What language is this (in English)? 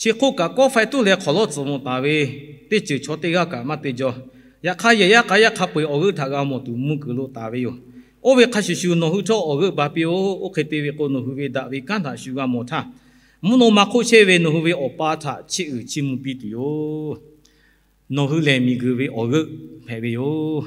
Lahu